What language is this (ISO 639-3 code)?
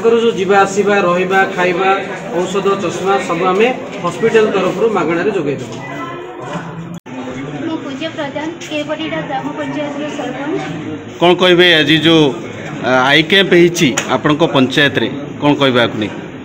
ori